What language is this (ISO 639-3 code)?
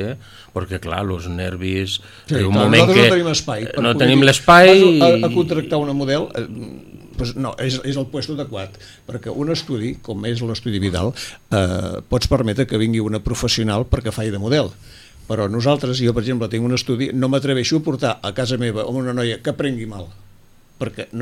cat